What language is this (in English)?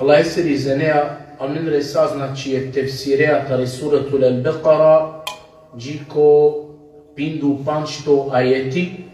Balkan Romani